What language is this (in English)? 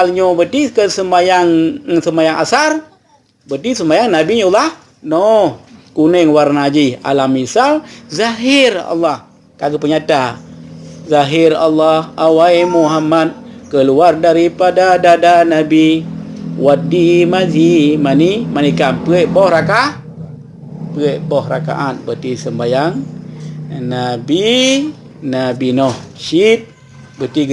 Achinese